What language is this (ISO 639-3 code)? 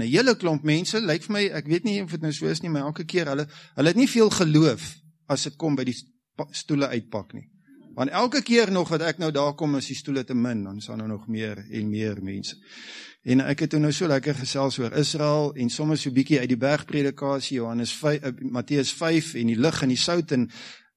afr